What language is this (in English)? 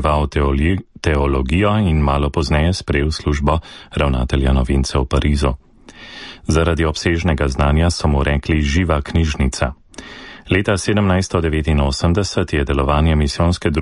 Slovenian